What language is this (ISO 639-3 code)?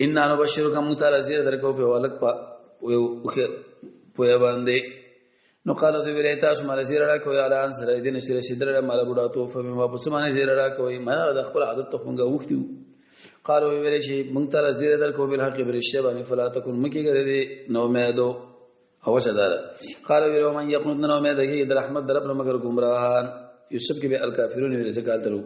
pus